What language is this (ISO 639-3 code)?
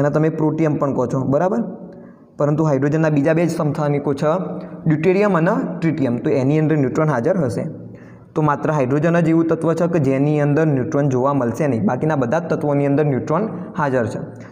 guj